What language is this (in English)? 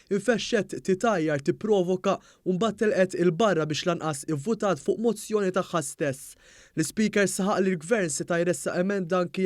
Maltese